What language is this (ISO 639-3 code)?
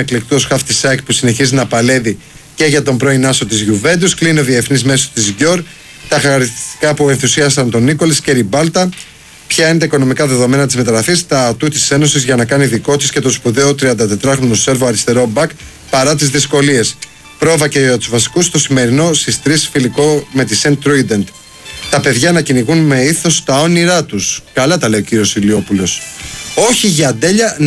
ell